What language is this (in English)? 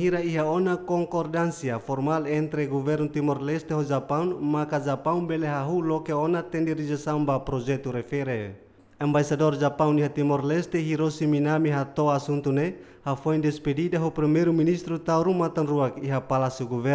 Tetum